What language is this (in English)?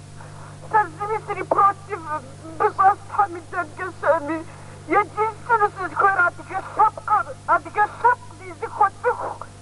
Kabardian